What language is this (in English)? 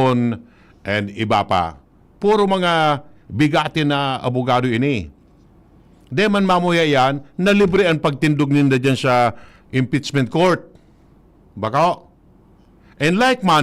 Bikol